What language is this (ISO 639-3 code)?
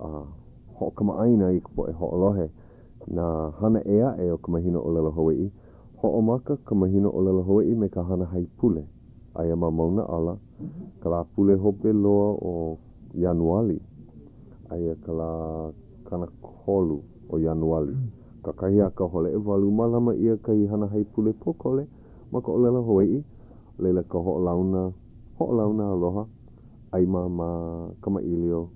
haw